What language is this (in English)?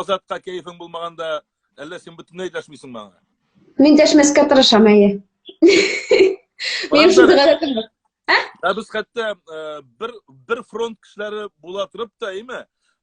Tatar